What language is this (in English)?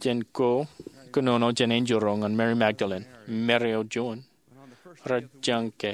Marshallese